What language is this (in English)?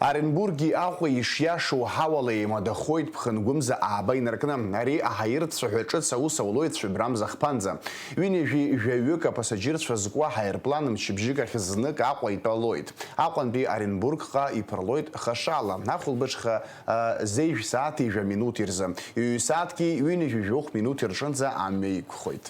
Abkhazian